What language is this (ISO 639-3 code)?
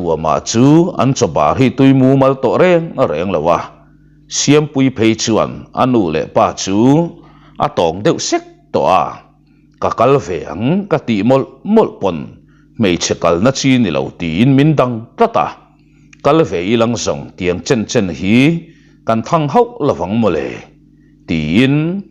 lus